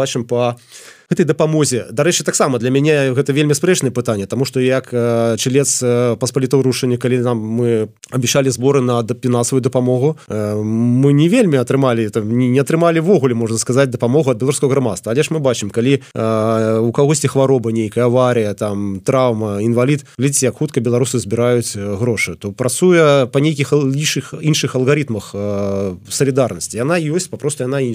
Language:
Belarusian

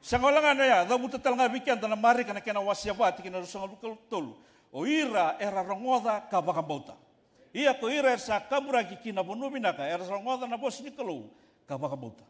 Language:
Fijian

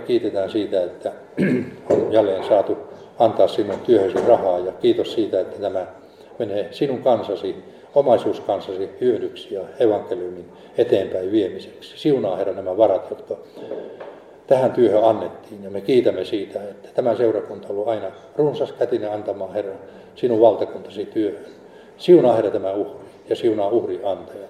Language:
Finnish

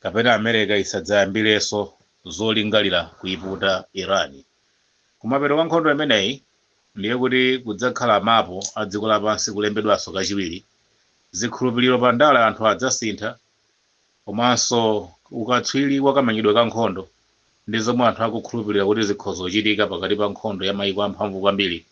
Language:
Nyanja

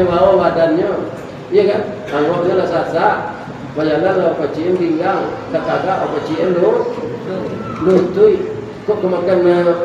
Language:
Minangkabau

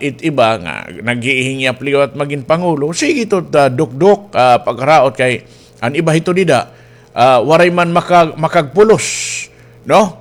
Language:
Waray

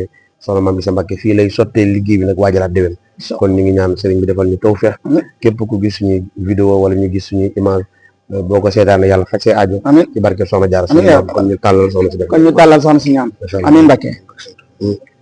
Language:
Wolof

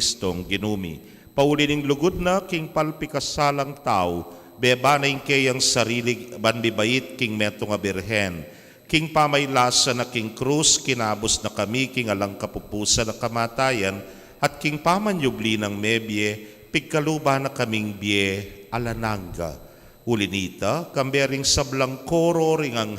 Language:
Pampanga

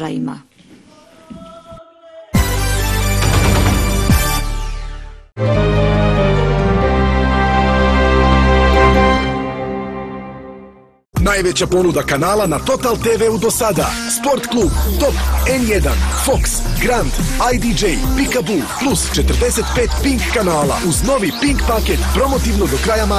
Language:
Serbian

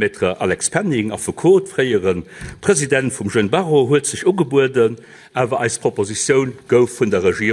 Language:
Luxembourgish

